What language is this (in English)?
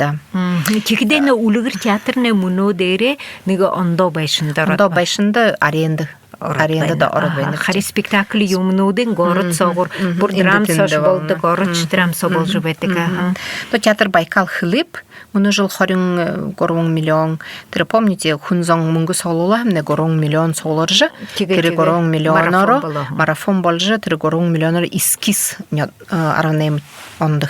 Buriat